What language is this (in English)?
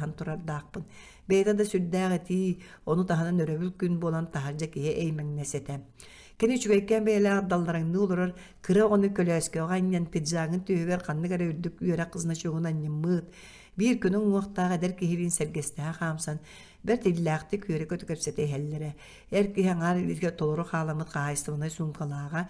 Yakut